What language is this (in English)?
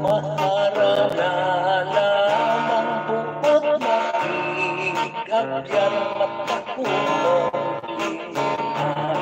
Hiligaynon